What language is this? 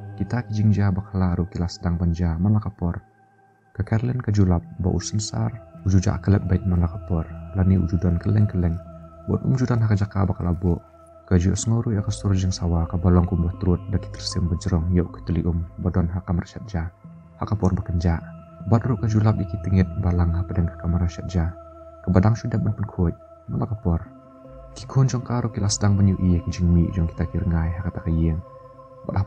Khasi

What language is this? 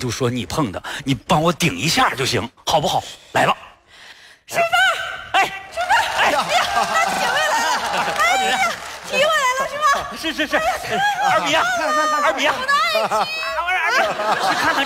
Chinese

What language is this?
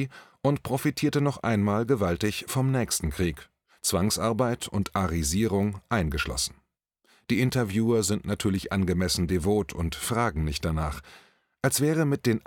German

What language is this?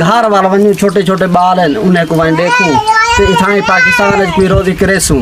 Saraiki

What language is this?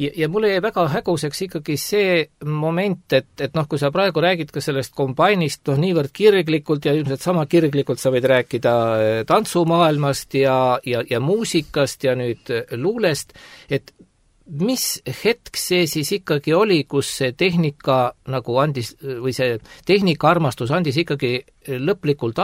Estonian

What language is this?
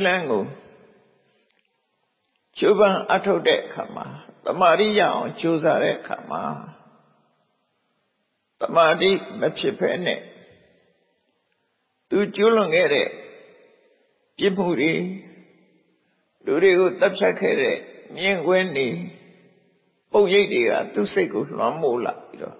Burmese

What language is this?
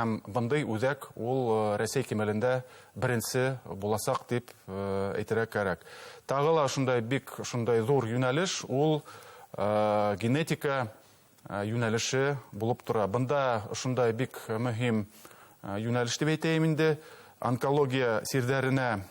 Bashkir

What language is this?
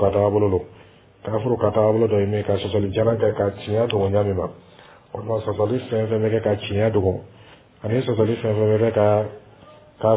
Dyula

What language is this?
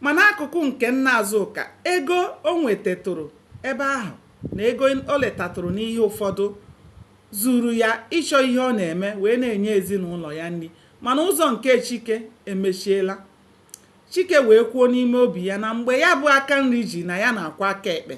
Igbo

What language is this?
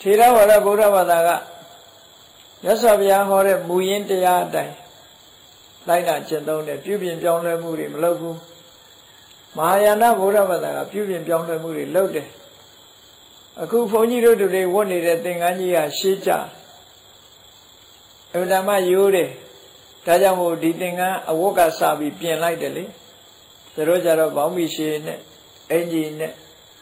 Burmese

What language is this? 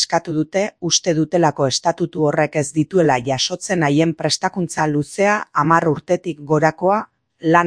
Basque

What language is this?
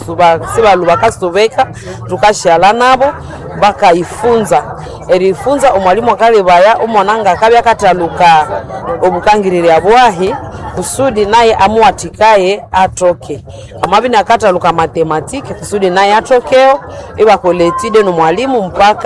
Nande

